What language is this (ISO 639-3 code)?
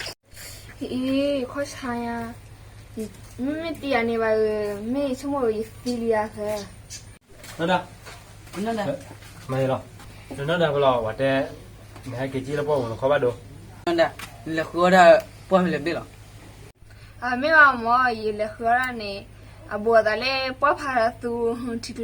ksw